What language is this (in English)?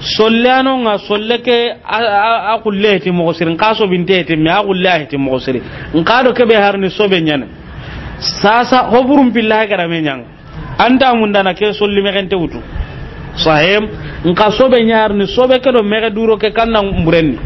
Soninke